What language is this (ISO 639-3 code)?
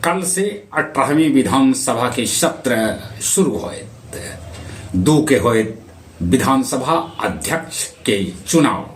mag